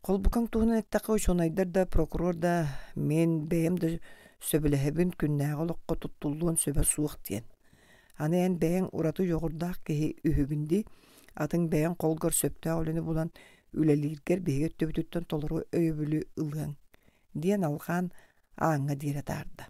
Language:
Yakut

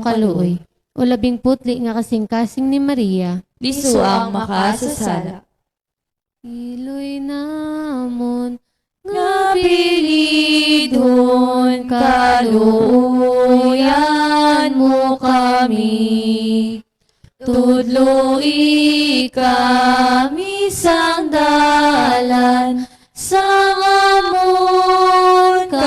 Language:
Hiligaynon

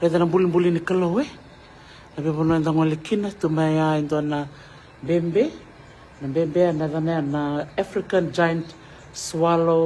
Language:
Fijian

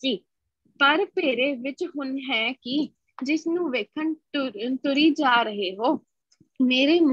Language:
Punjabi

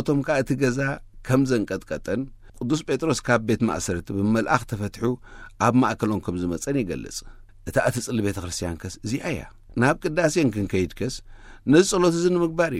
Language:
Tigrinya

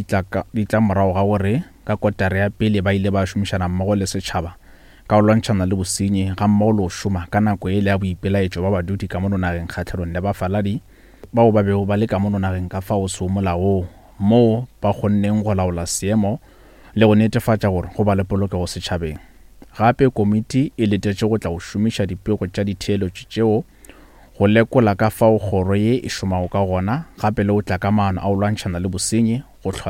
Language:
Northern Sotho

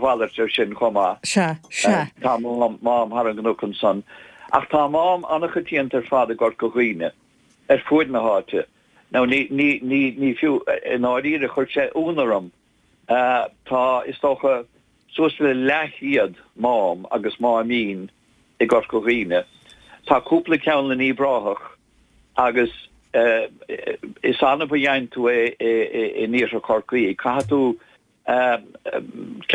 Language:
Irish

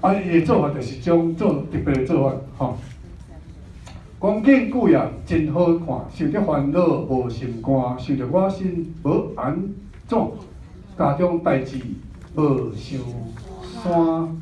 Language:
Min Nan Chinese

